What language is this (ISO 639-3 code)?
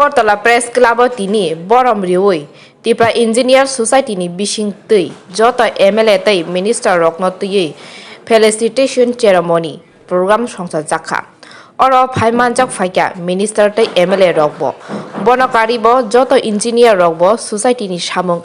trp